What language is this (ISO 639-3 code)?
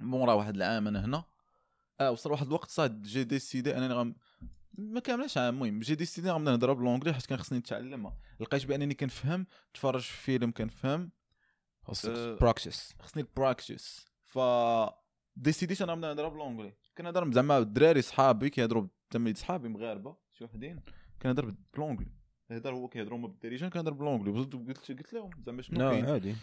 ary